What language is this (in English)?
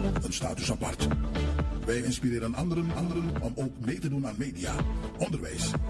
Dutch